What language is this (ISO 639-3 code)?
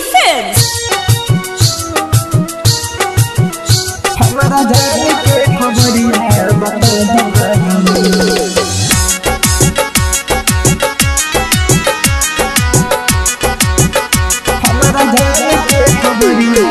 bho